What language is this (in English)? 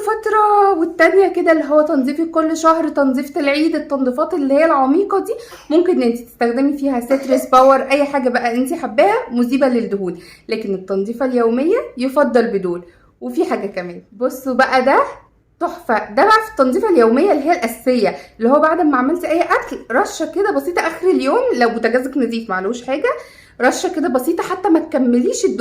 Egyptian Arabic